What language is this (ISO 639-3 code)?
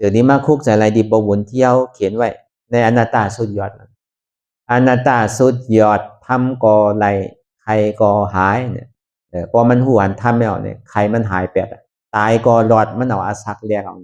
shn